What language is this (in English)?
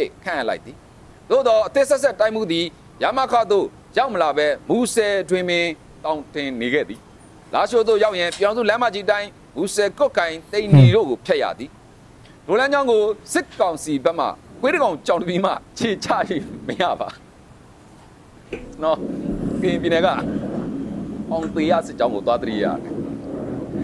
Burmese